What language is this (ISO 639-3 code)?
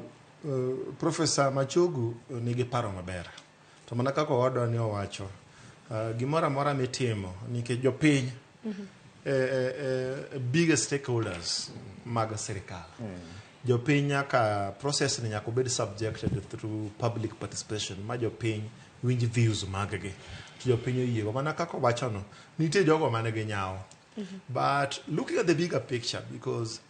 luo